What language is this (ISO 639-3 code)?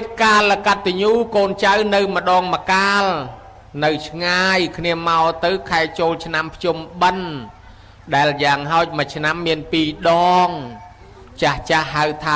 khm